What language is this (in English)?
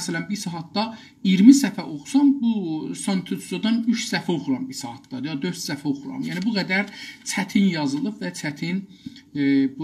South Azerbaijani